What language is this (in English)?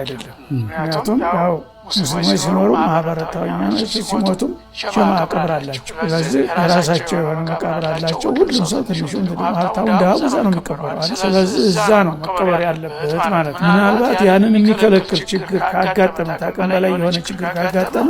Amharic